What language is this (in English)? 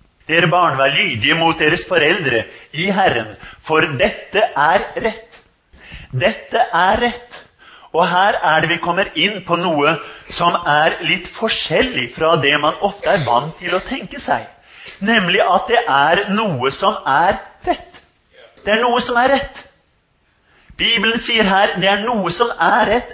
Norwegian